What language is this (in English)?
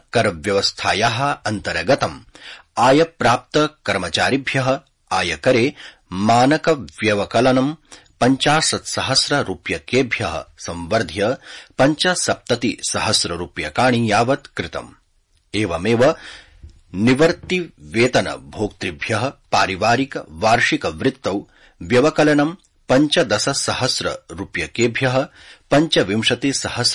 Sanskrit